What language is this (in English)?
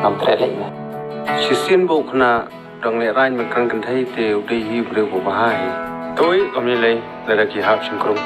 Khasi